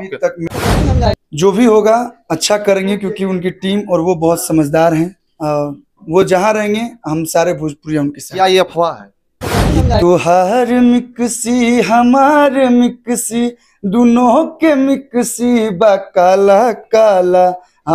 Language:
Bhojpuri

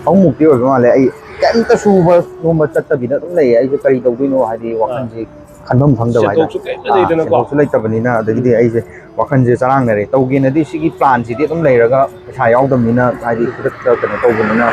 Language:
Manipuri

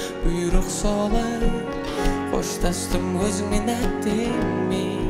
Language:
Kazakh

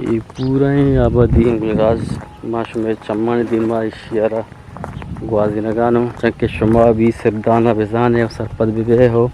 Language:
Eastern Balochi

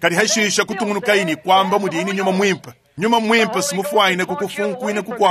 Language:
Luba-Lulua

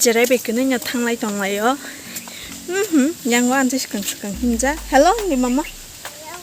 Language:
Kok Borok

